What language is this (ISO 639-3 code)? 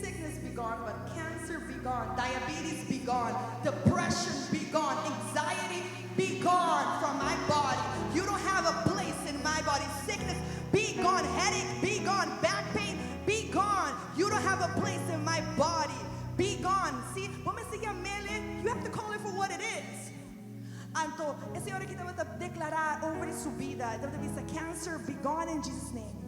pap